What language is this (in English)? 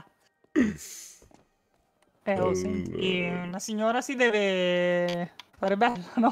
Italian